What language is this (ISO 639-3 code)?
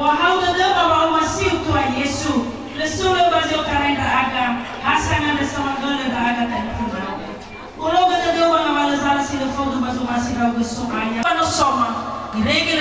nia